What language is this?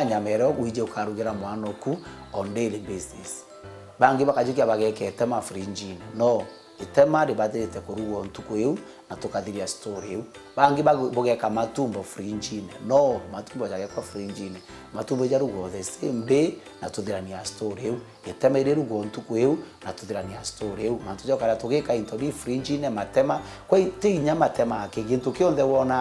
Meru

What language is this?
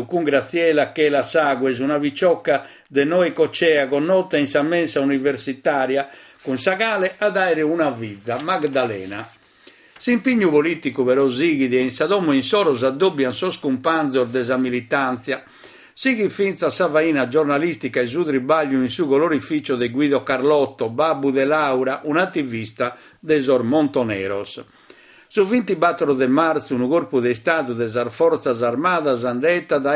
Sardinian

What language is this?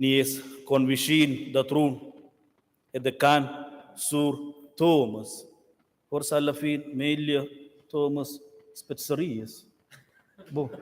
Romansh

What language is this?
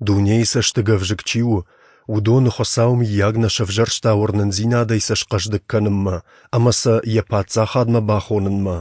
Ossetic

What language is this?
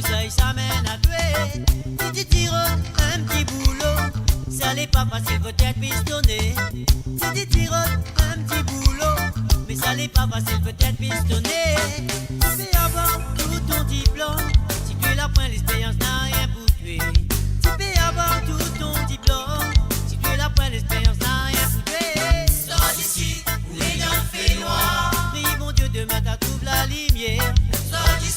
Morisyen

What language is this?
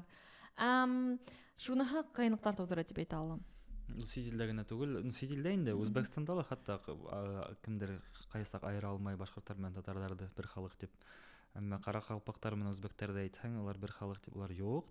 Bashkir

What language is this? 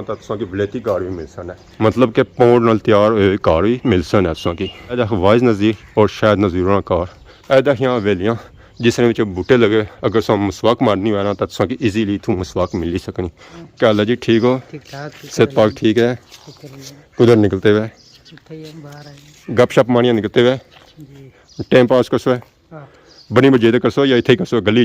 Pahari-Potwari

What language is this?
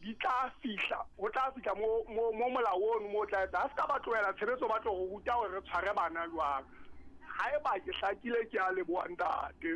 Southern Sotho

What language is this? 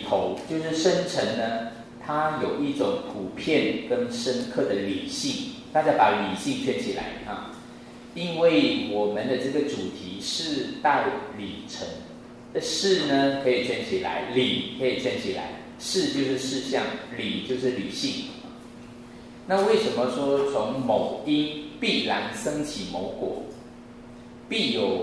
Chinese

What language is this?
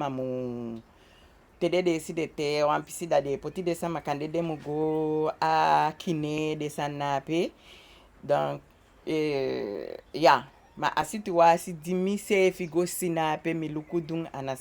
Eastern Maroon Creole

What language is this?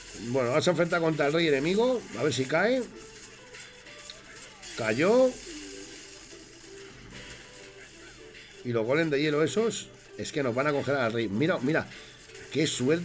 Spanish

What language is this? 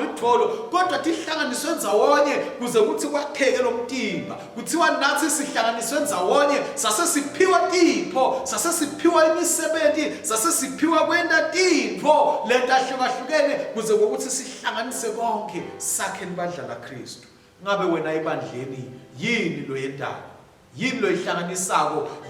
Swati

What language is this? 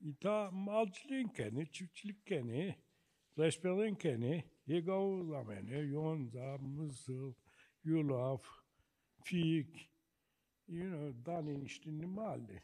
Zaza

